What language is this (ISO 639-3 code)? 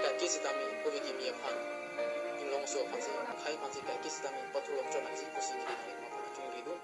mjw